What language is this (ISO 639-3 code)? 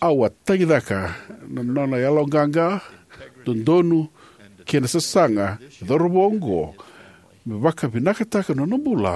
fij